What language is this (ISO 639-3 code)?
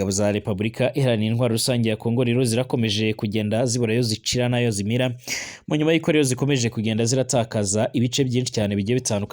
run